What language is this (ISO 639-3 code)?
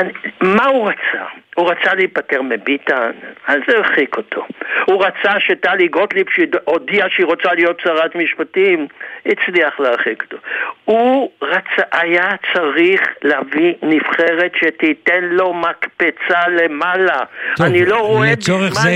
heb